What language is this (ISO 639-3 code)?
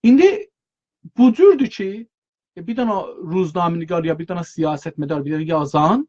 azb